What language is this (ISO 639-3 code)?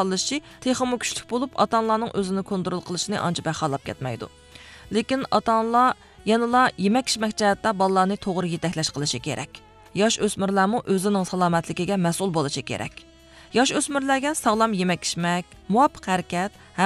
uig